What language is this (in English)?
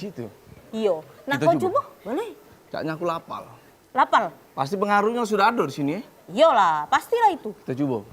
Musi